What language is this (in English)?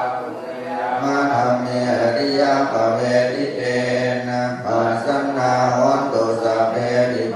Pali